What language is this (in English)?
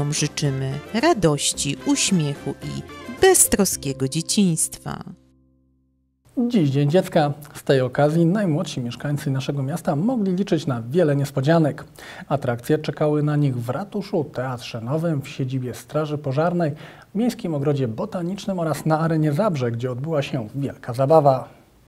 Polish